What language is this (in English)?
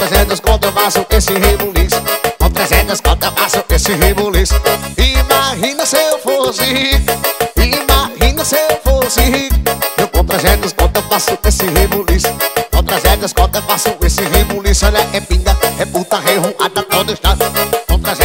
Portuguese